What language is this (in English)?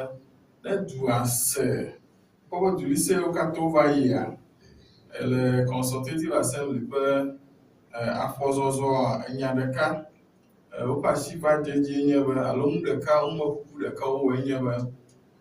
Ewe